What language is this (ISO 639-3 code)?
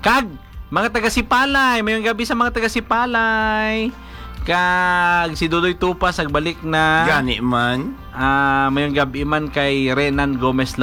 hil